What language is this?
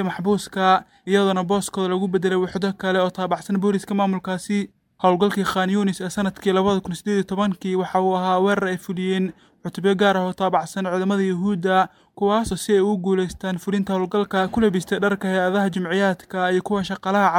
Somali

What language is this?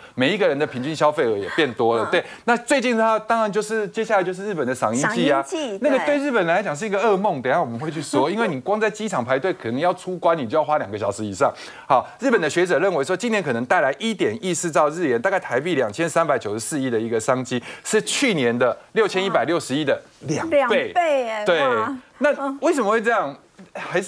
Chinese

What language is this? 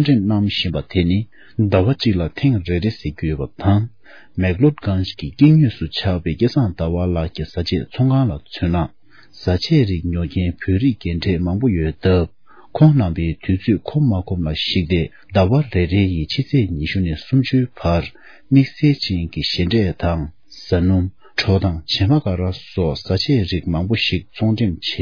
Tibetan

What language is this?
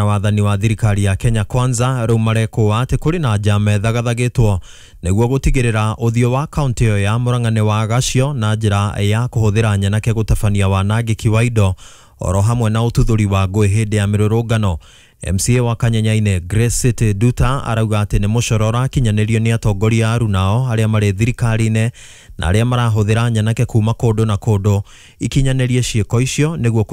Kikuyu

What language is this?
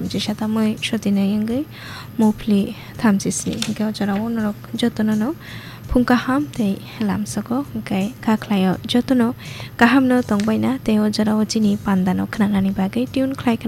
Kok Borok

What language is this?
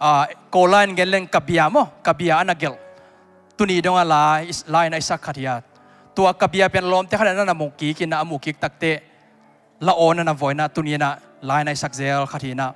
Tedim Chin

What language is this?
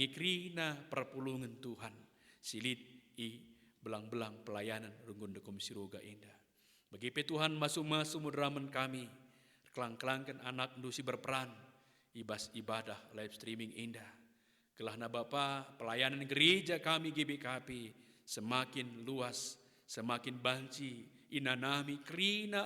Batak Karo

